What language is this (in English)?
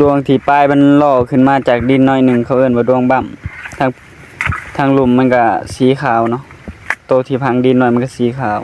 Northeastern Thai